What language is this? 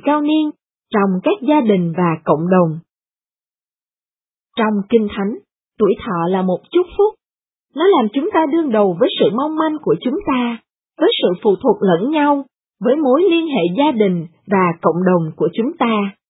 Vietnamese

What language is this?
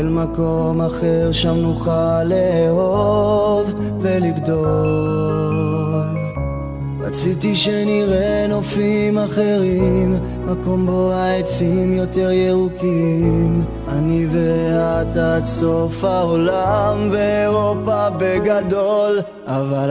Hebrew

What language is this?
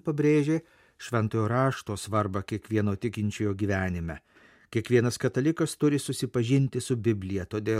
Lithuanian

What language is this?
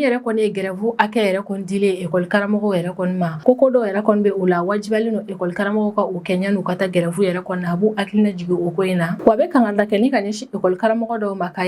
Bambara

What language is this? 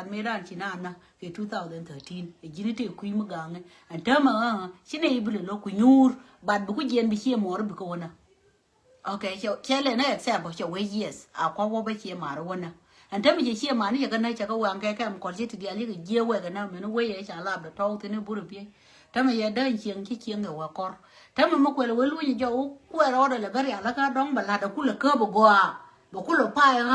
Nuer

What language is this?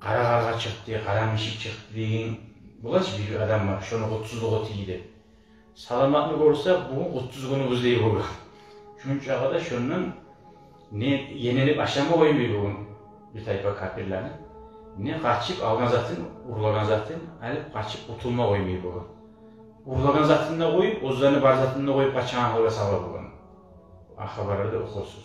Kumyk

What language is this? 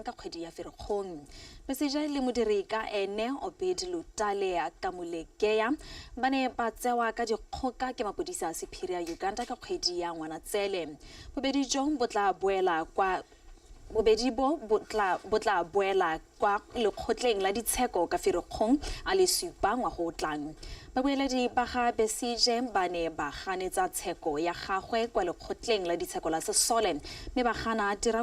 Tswana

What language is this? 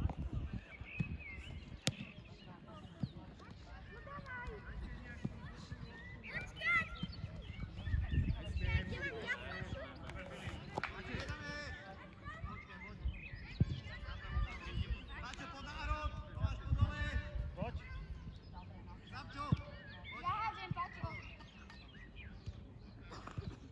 Slovak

